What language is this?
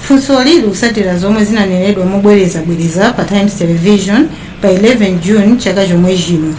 Nyanja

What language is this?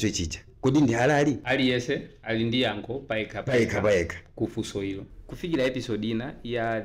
Nyanja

